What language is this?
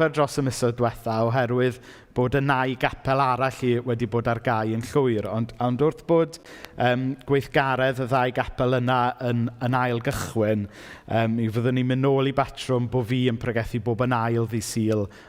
Welsh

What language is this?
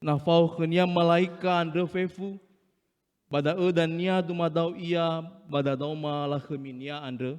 Nias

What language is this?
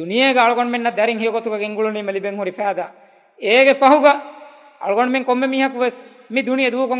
Divehi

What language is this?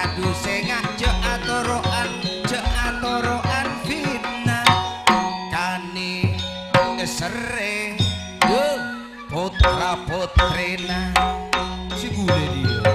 Madurese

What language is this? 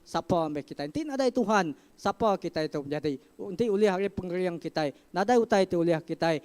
Iban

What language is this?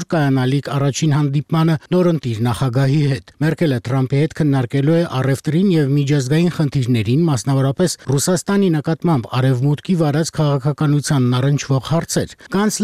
Armenian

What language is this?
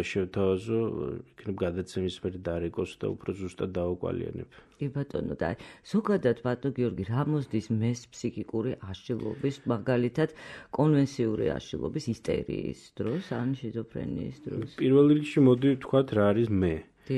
Georgian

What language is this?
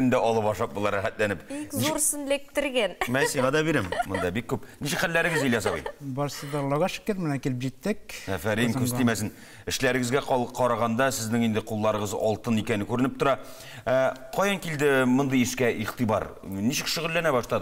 Tatar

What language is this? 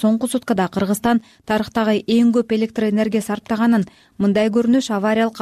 Kyrgyz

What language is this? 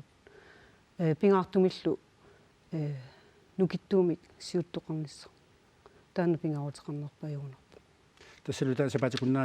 Kalaallisut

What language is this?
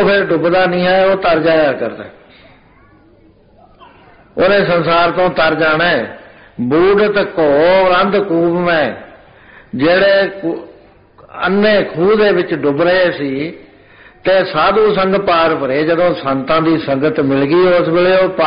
Punjabi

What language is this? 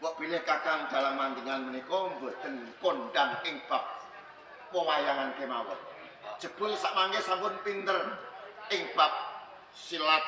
Javanese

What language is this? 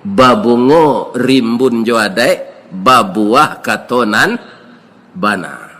Minangkabau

